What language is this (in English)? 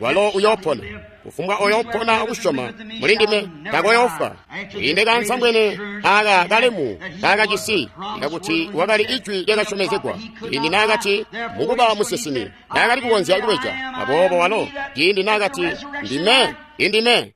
Tonga (Zambia)